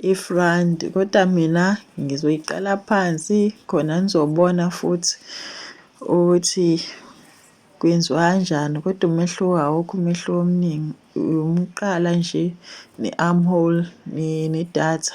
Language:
Zulu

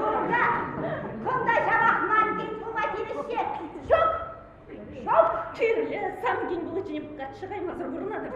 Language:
Chuvash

